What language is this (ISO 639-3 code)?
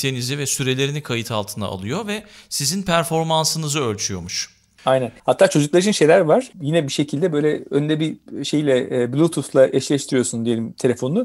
tur